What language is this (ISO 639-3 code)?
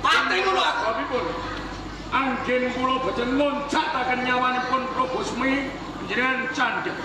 jav